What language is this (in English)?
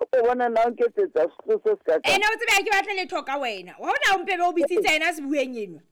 Southern Sotho